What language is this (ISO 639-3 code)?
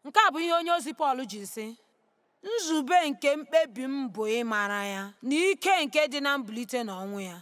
ibo